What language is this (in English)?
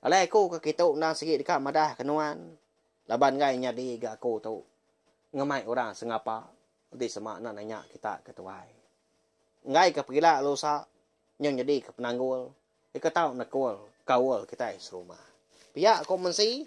Iban